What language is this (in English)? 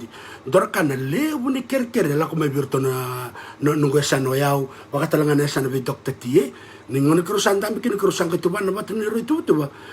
Fijian